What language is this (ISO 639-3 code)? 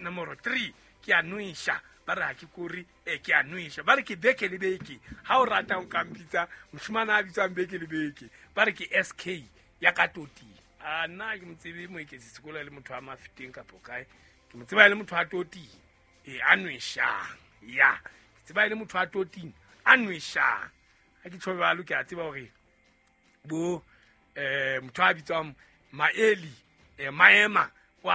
sot